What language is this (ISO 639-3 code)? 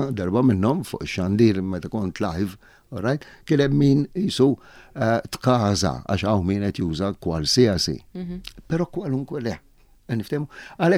mlt